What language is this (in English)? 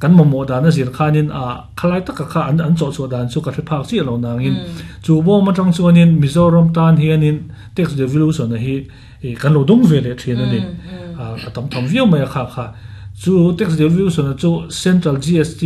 Mizo